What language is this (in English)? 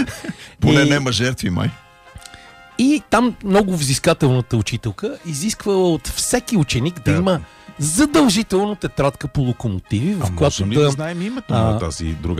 Bulgarian